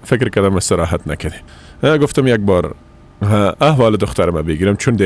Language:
Persian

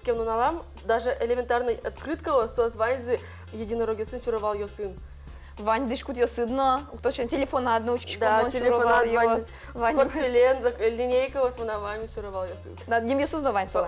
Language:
Udmurt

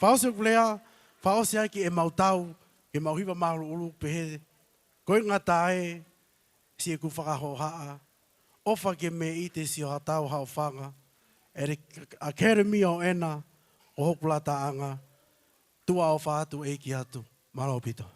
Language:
Tongan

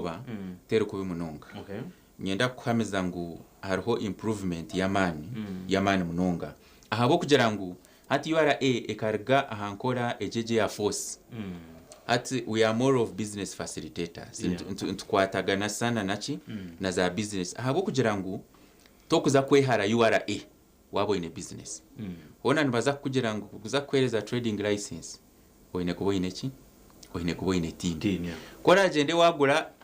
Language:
Nyankole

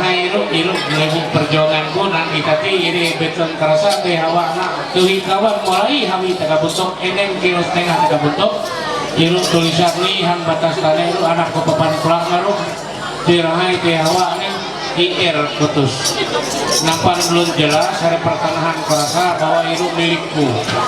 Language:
Ma'anyan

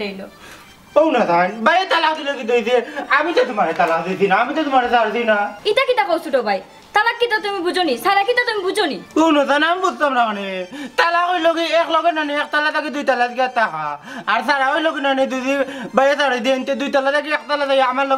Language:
Sylheti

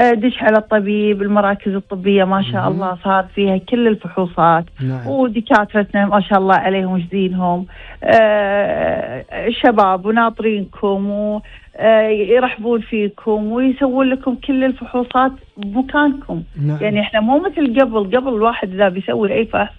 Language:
Gulf Arabic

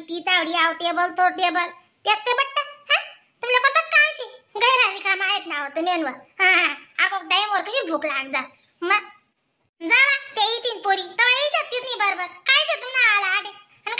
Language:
Khandesi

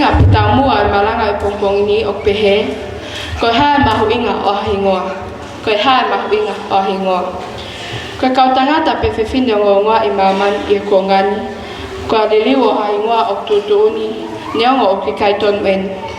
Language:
Tongan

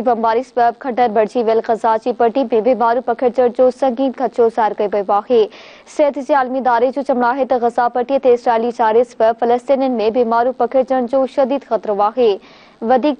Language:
Sindhi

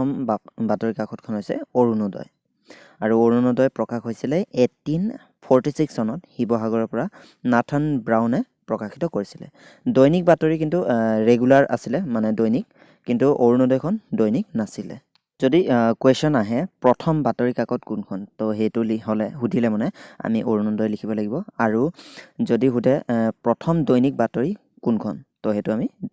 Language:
Assamese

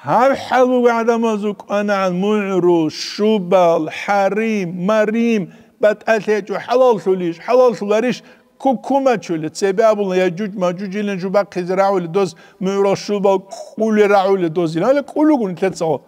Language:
Avaric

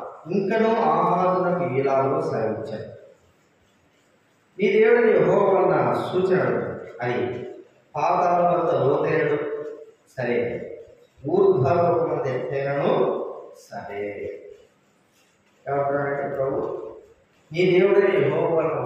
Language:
Telugu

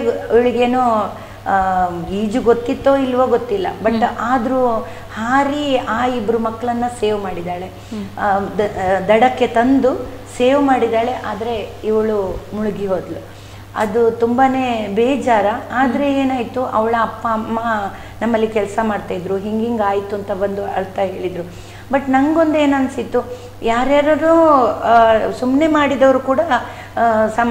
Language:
Kannada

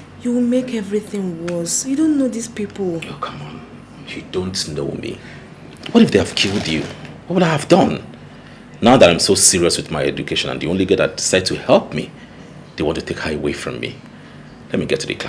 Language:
Nigerian Pidgin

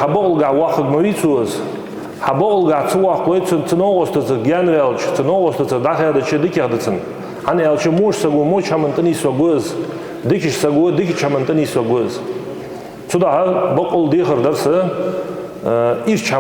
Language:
Ingush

